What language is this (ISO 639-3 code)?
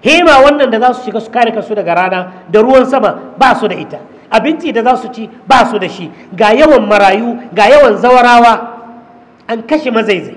hau